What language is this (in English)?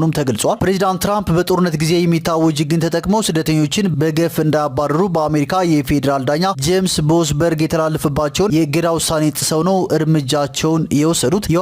Amharic